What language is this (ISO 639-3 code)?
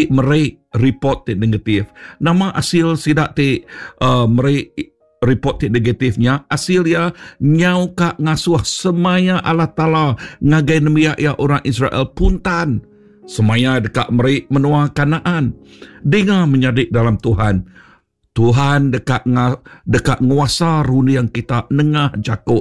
iba